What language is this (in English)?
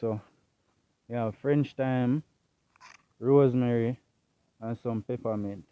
Jamaican Creole English